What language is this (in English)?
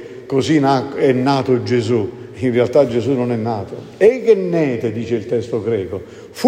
Italian